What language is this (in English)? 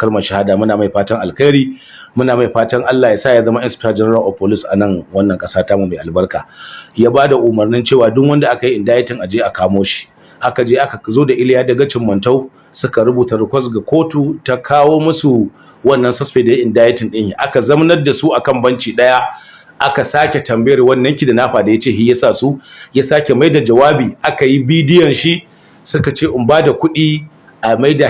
Hausa